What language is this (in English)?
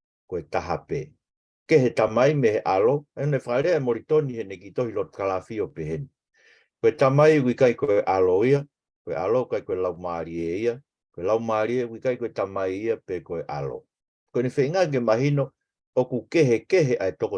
Tongan